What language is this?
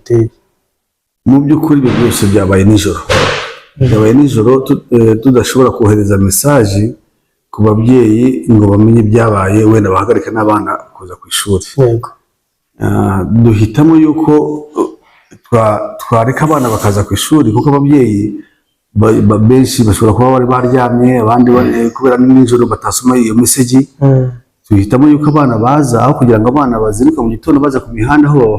Kinyarwanda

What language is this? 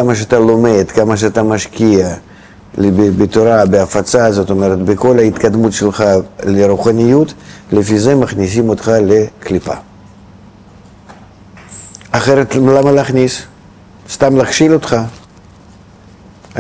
Hebrew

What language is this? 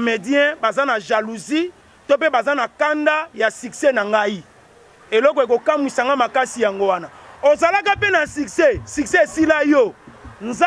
Lingala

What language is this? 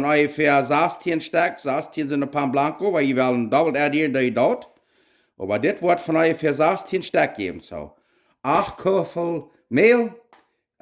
Plautdietsch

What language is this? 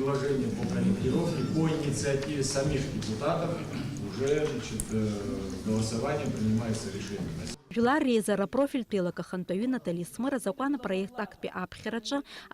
Abkhazian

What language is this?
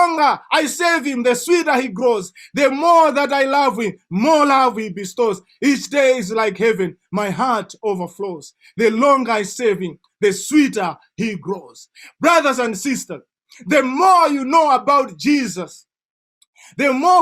English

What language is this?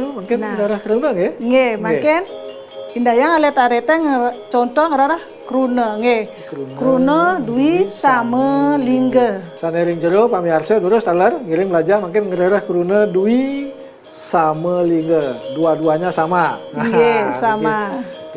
Balinese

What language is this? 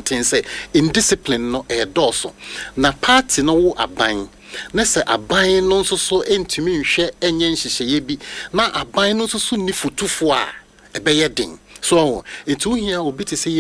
Akan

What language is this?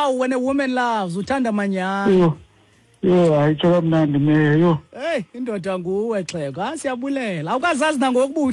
Xhosa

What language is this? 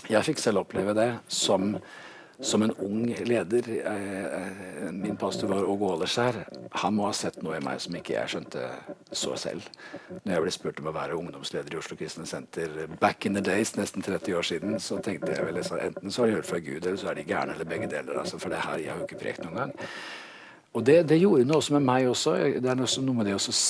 Norwegian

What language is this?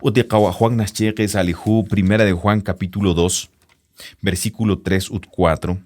Kekchí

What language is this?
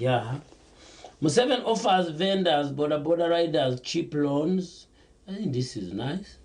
Nyankole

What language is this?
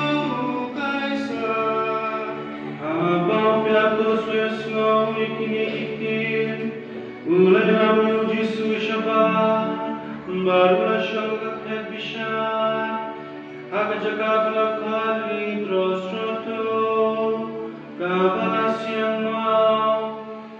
Khasi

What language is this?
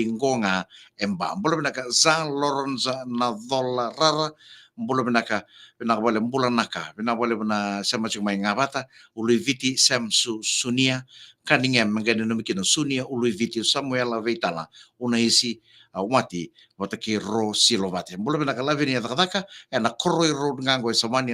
Fijian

